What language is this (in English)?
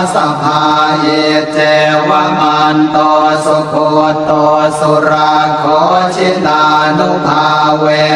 Pali